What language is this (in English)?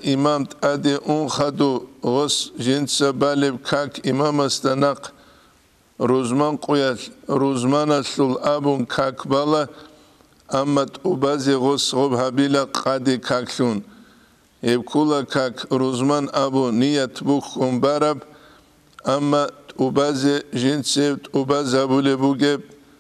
Avaric